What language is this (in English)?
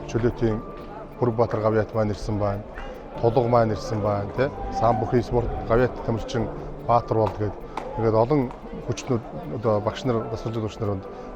Mongolian